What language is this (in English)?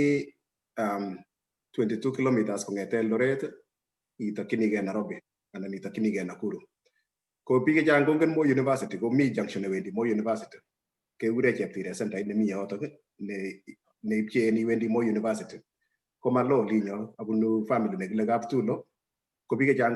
Kalenjin